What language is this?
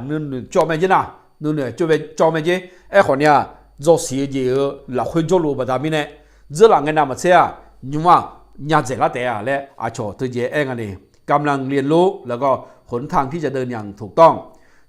Akha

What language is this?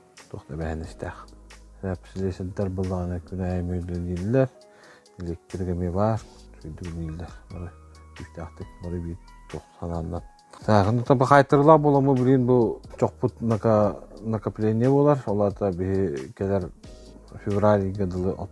Yakut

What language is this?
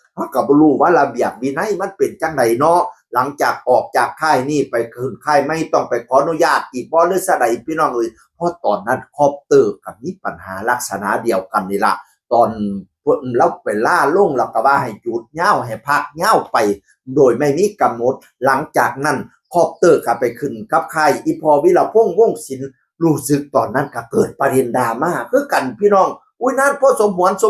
Northeastern Thai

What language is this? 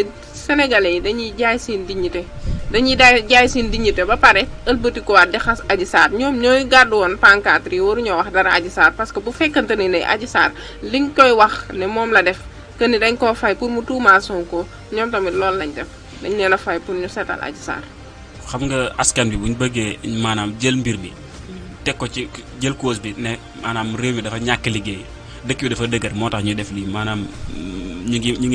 Wolof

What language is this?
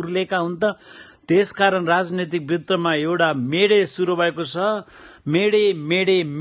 Nepali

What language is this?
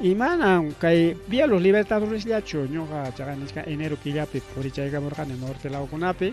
Ayacucho Quechua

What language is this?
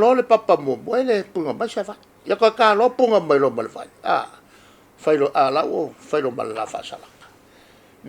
Samoan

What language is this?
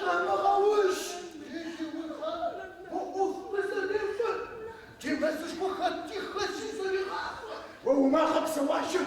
Adyghe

